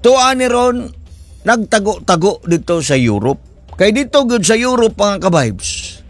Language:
Cebuano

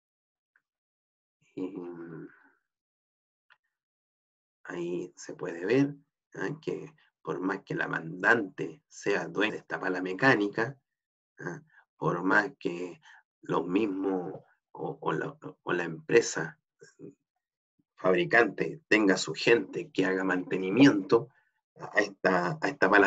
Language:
Spanish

